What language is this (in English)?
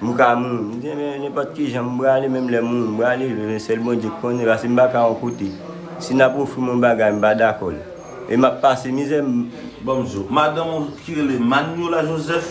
Haitian Creole